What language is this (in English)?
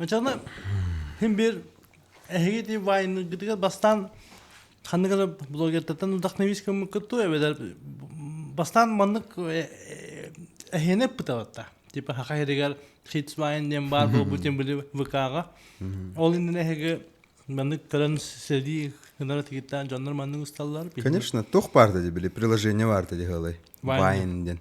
Yakut